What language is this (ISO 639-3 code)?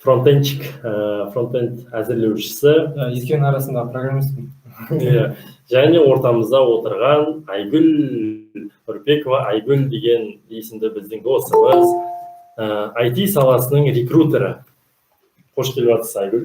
kaz